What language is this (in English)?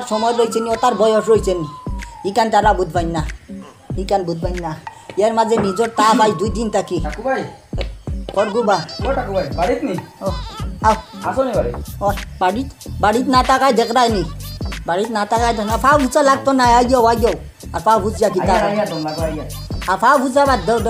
Sylheti